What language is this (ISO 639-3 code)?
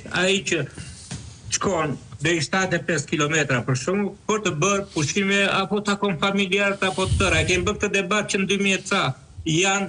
sqi